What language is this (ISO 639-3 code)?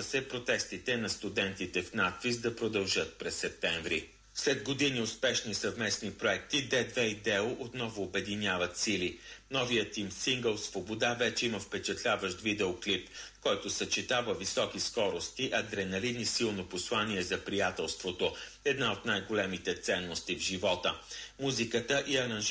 bul